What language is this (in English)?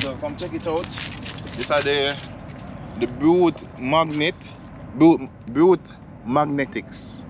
Jamaican Creole English